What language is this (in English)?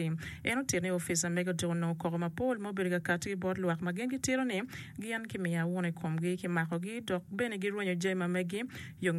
Acoli